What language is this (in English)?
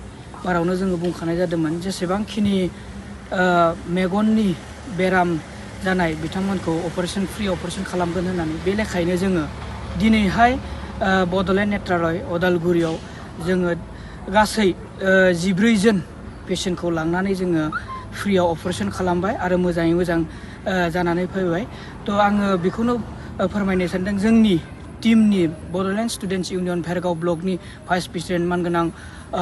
Bodo